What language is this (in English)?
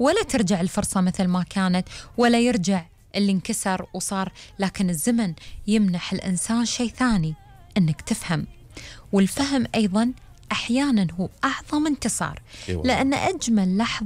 Gulf Arabic